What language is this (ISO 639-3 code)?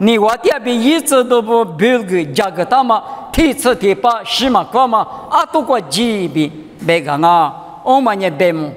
lis